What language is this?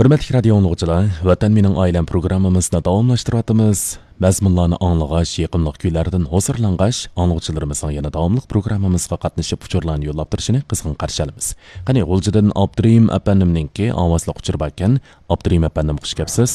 Uyghur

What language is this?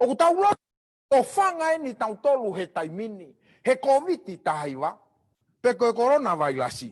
Tongan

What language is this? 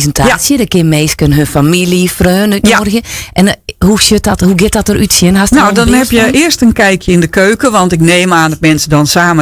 Western Frisian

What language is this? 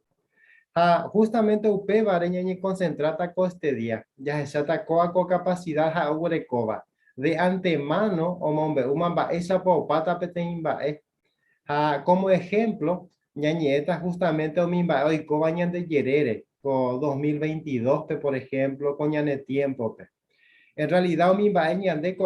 Guarani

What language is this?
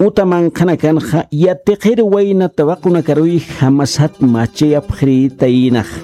Aymara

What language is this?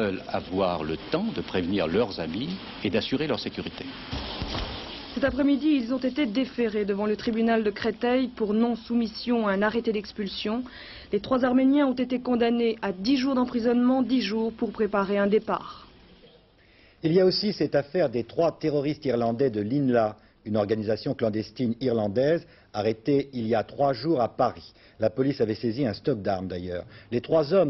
French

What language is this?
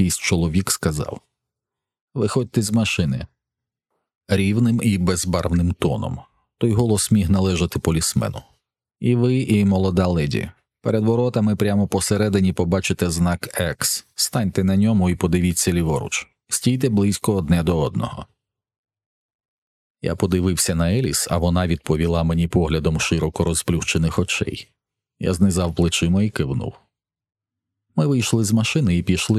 Ukrainian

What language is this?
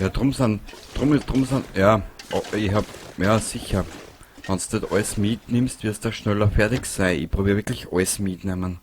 Bavarian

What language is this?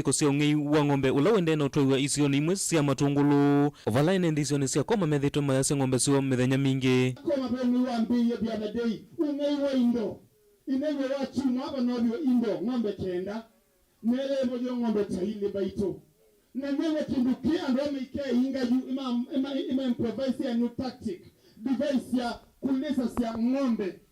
Kamba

